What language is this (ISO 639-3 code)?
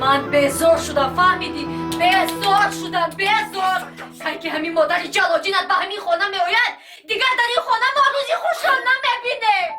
tgk